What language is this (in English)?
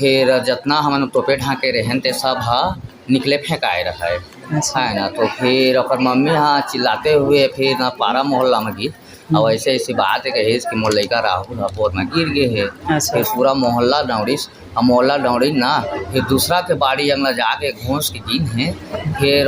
Chhattisgarhi